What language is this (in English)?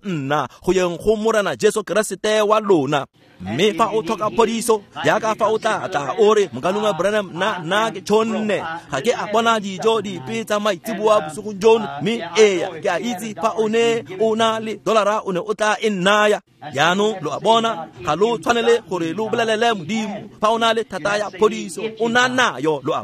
Tswana